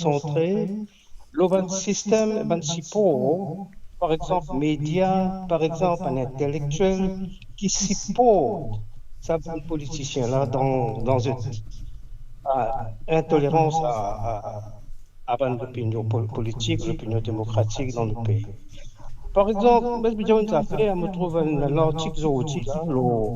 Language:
Morisyen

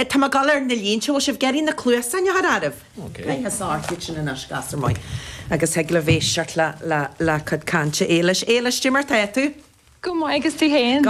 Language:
Irish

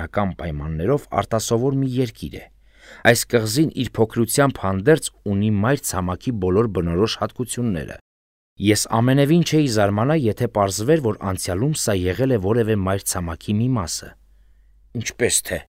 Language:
Armenian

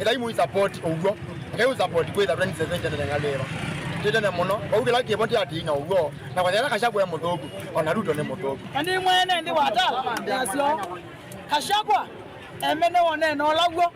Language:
Kamba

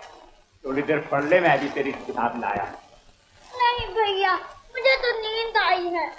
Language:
Hindi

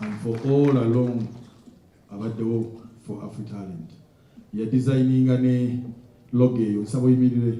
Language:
Ganda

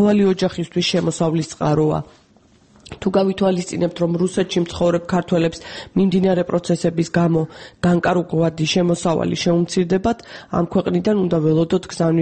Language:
Georgian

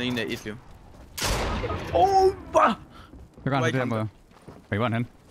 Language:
Danish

